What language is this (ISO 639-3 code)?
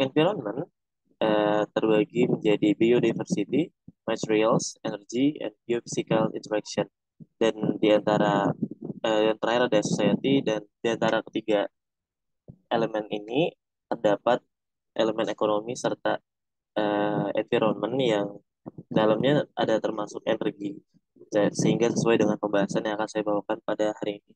ind